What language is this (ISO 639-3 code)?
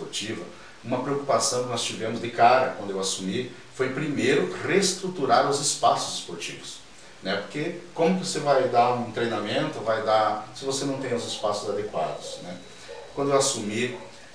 por